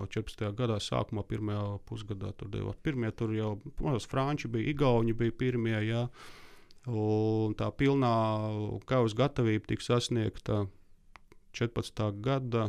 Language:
Latvian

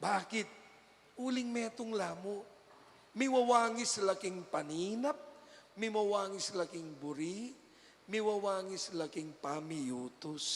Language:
Pampanga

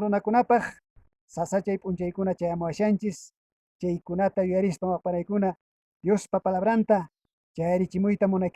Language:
Quechua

